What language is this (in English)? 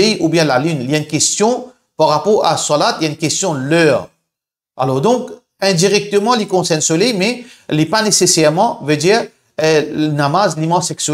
Morisyen